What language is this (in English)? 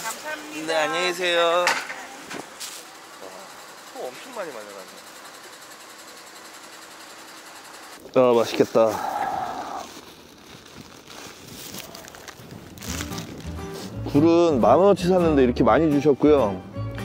Korean